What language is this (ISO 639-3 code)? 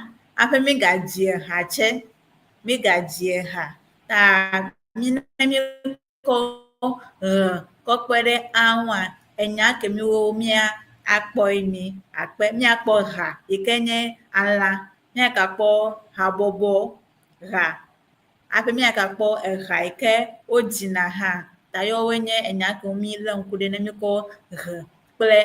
ewe